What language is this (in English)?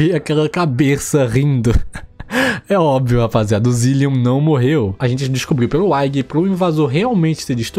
Portuguese